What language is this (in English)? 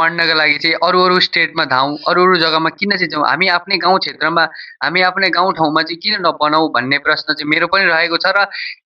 Nepali